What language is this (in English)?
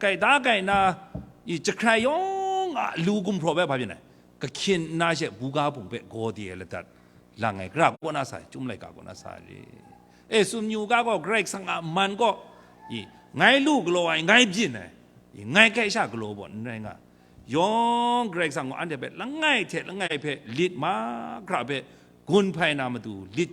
Kachin